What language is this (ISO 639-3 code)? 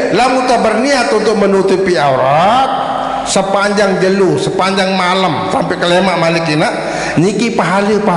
sas